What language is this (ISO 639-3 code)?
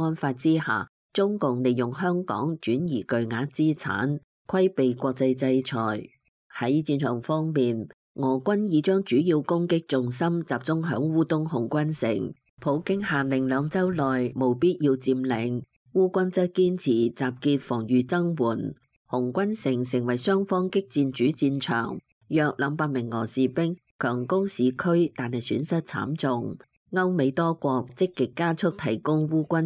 yue